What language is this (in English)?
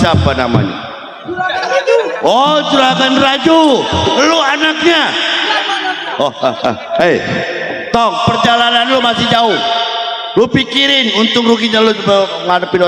Betawi